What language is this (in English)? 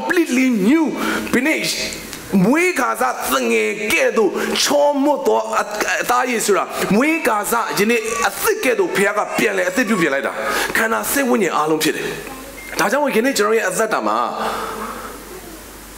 Burmese